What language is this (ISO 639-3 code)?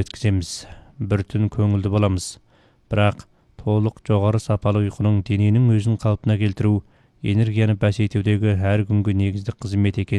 kaz